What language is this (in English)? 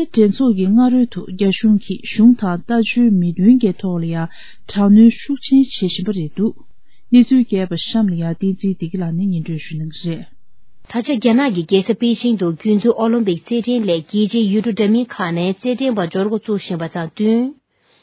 Tibetan